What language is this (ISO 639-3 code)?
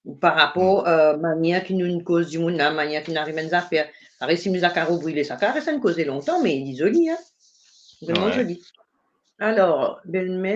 mfe